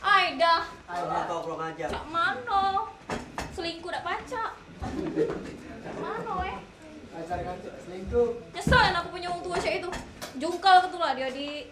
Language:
Musi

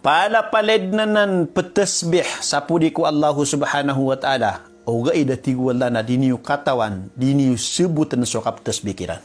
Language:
Maranao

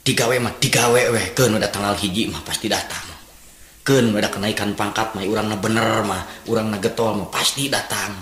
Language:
Sundanese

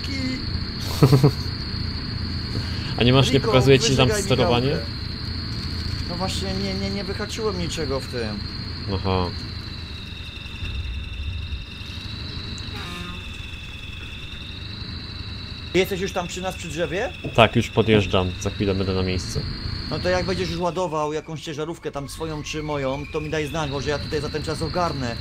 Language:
Polish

